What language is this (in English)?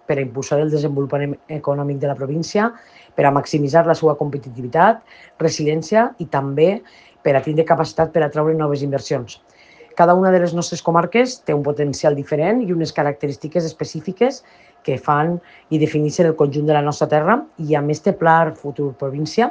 Catalan